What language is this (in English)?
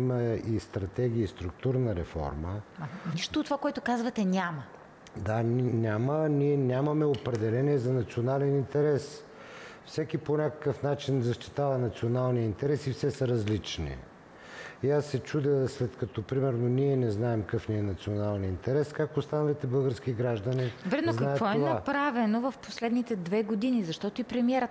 Bulgarian